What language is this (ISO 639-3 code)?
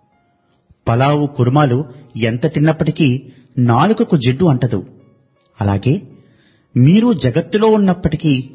tel